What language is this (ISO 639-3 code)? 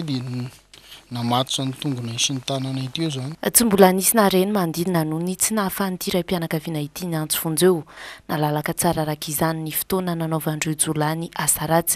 mlg